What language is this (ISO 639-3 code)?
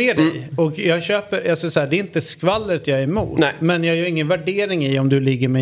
swe